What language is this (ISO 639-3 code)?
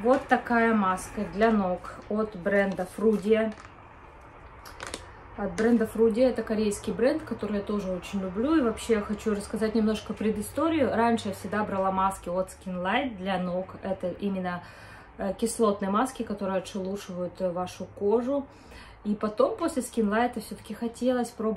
rus